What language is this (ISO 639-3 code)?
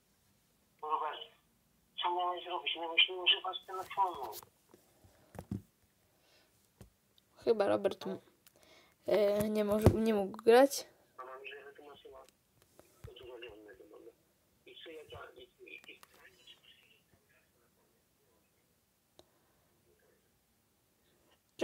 pol